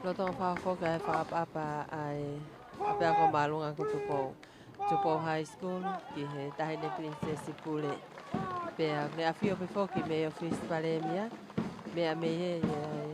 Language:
Tongan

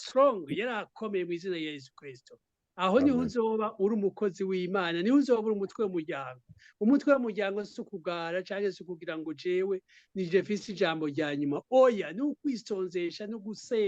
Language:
Rundi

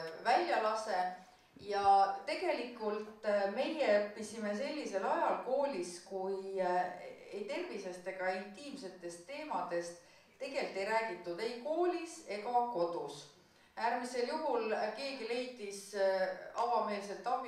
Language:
Estonian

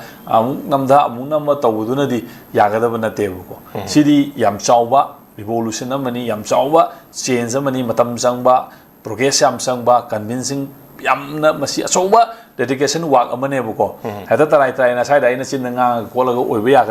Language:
Manipuri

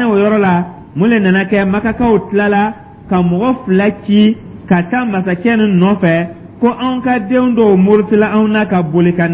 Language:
Dyula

